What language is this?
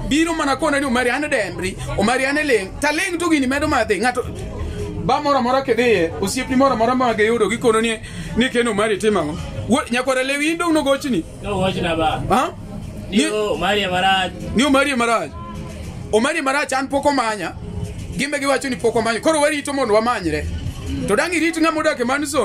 Luo (Kenya and Tanzania)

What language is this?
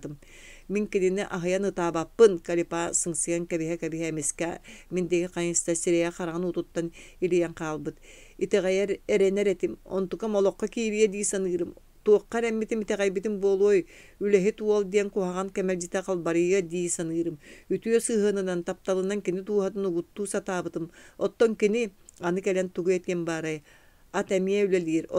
Yakut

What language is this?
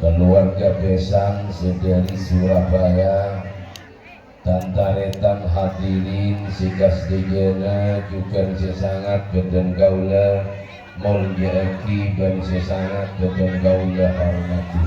Madurese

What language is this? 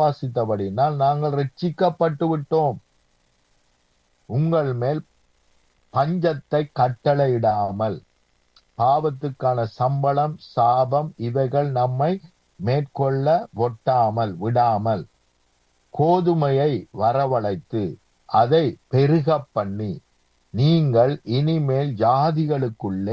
Tamil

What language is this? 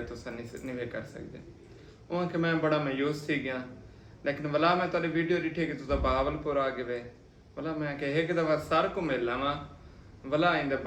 Saraiki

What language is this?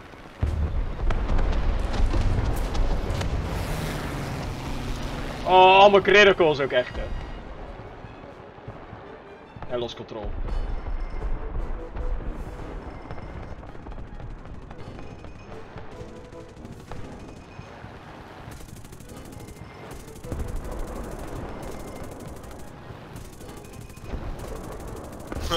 Dutch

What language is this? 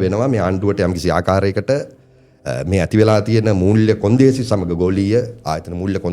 Sinhala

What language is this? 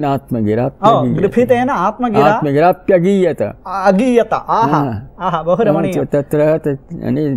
Sanskrit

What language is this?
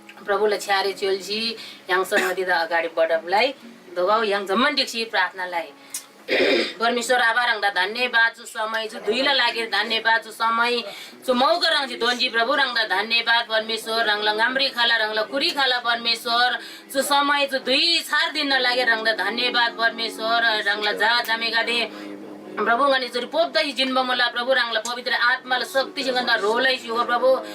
Eastern Tamang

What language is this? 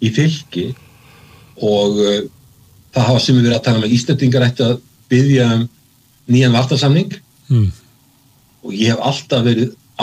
Icelandic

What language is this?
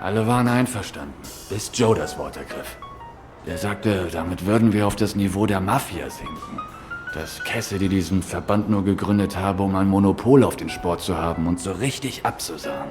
Swiss German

